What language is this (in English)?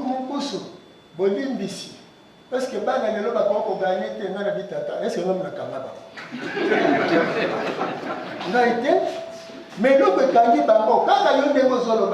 Lingala